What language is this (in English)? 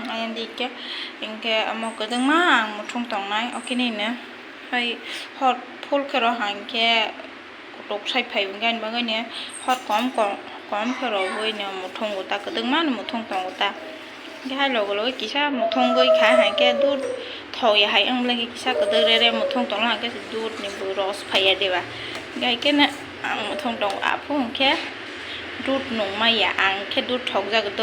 Kok Borok